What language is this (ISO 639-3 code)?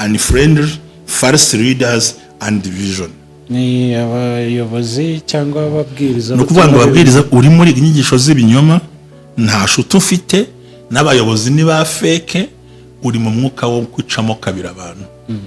kin